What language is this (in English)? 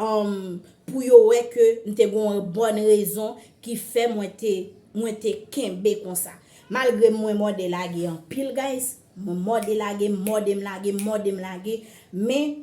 Haitian Creole